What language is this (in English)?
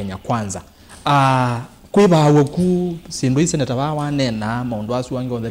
Kamba